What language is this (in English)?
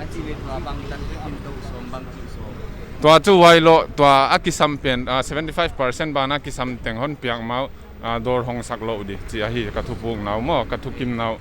Paite Chin